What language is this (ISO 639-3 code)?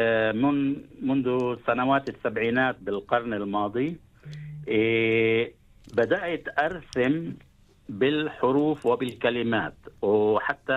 ara